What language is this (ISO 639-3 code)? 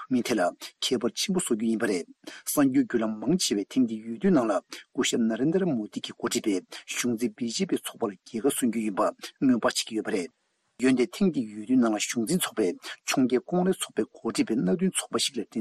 bod